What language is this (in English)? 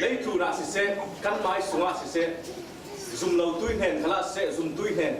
Falam Chin